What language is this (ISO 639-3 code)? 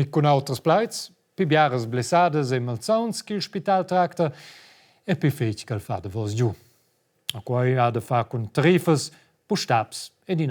roh